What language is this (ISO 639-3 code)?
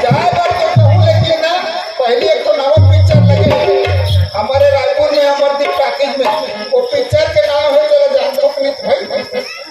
hne